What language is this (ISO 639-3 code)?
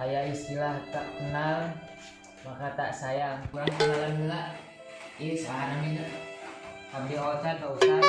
sun